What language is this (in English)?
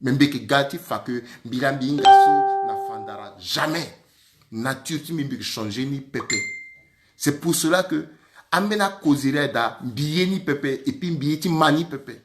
Sango